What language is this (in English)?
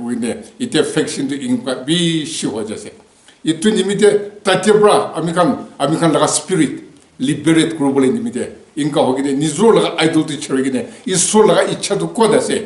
Naga Pidgin